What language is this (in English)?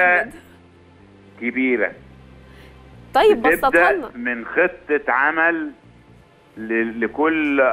Egyptian Arabic